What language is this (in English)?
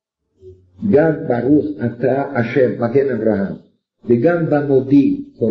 Hebrew